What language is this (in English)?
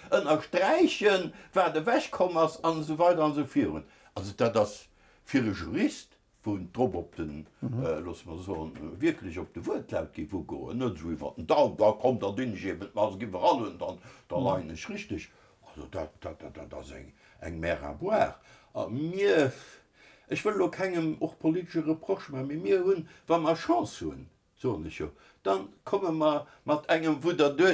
Luxembourgish